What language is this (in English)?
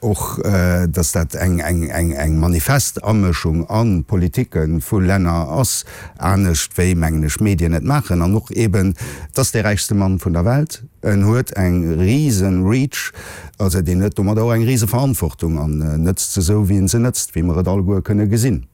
Luxembourgish